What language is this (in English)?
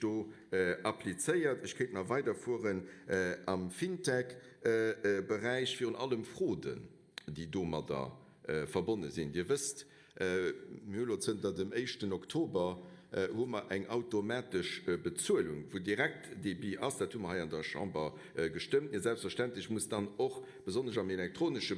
Luxembourgish